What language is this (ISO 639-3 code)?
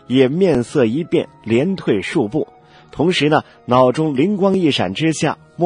zho